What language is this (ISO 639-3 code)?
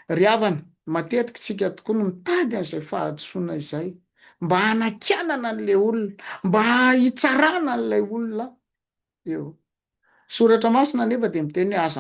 mlg